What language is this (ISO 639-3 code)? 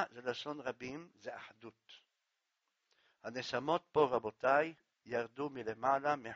heb